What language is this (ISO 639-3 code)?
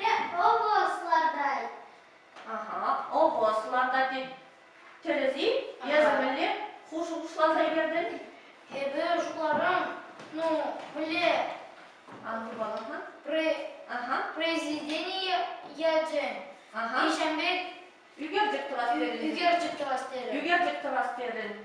chv